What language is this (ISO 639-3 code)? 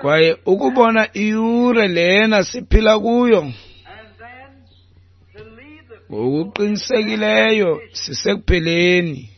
xho